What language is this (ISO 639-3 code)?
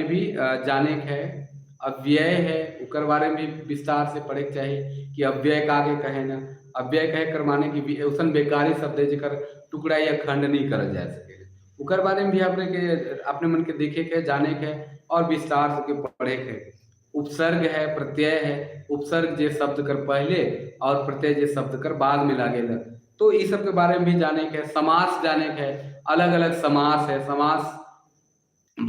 sck